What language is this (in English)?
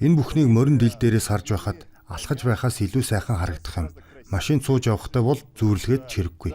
Mongolian